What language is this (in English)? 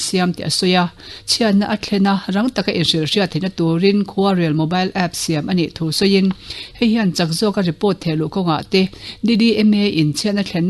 Mizo